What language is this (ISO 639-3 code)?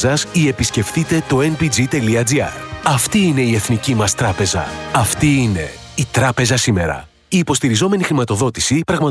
ell